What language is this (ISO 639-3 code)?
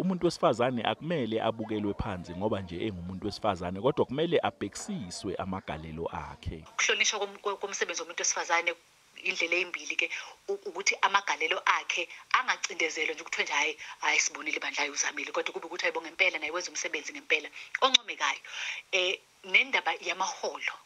zul